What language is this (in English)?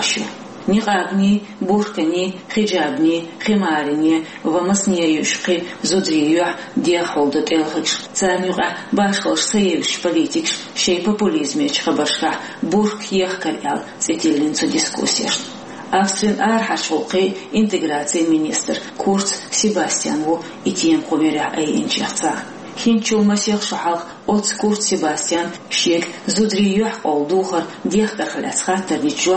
Chechen